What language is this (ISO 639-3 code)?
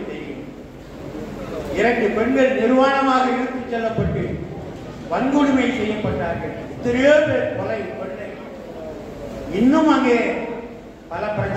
tam